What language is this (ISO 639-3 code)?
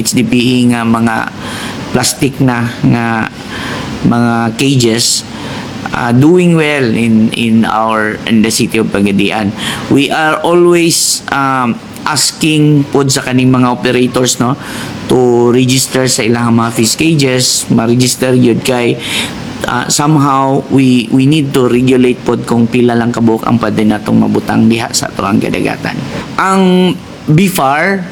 ceb